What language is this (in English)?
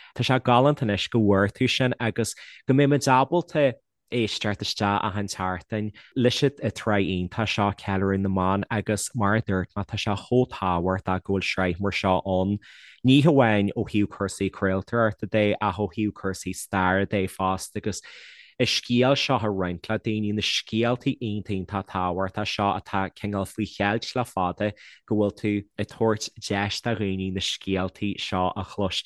Irish